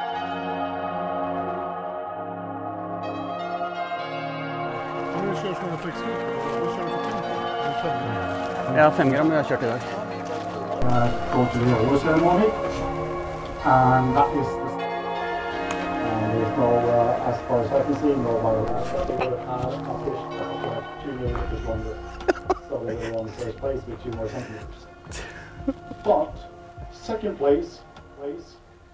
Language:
Norwegian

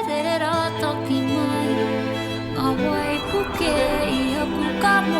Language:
Māori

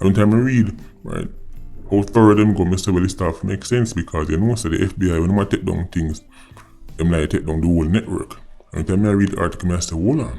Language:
Jamaican Creole English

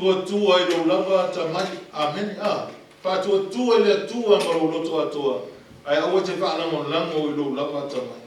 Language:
Samoan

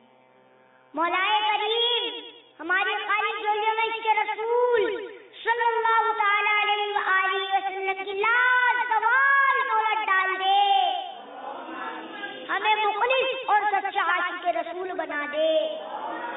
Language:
Urdu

